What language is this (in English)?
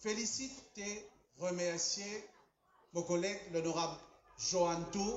Morisyen